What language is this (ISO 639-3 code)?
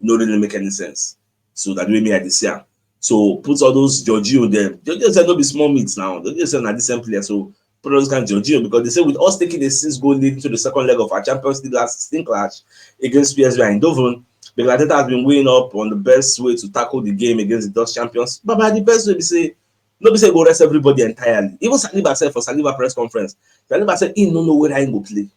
pcm